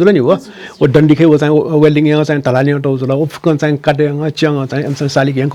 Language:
Newari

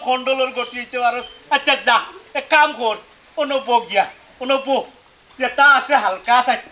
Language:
Sylheti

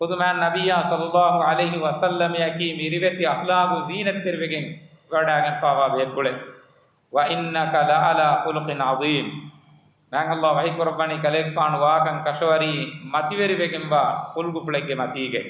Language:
Divehi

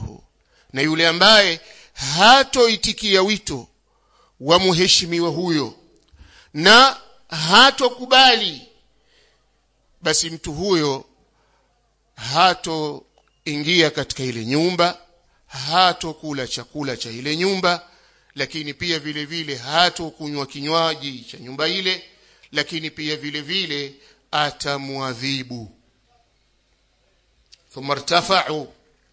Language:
Swahili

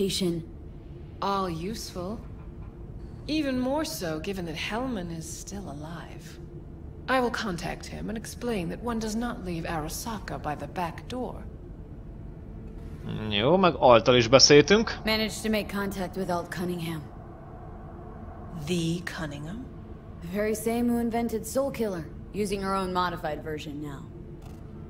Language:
Hungarian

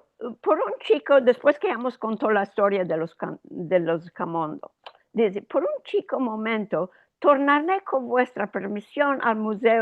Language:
Ladino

